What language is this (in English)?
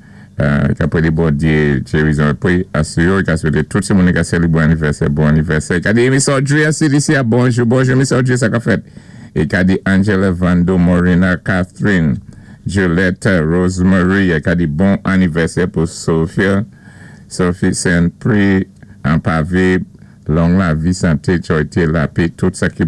Saint Lucian Creole French